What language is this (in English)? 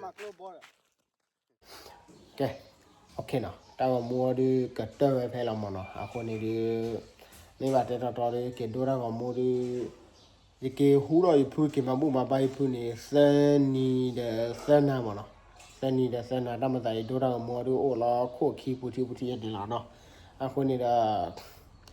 S'gaw Karen